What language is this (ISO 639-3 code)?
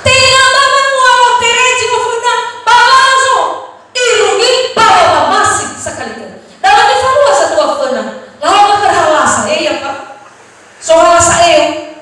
nia